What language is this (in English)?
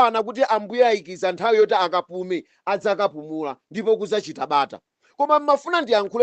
Nyanja